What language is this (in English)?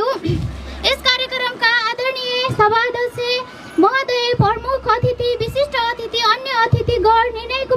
Nepali